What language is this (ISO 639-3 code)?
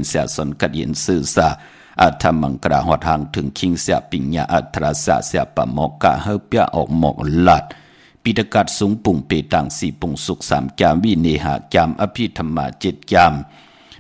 shn